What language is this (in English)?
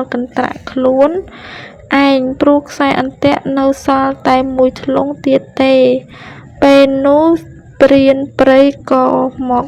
Khmer